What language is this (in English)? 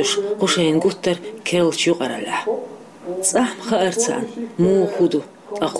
Chechen